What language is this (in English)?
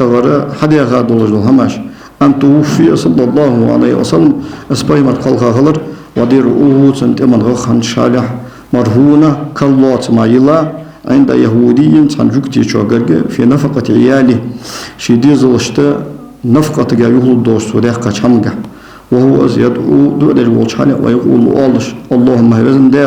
Ingush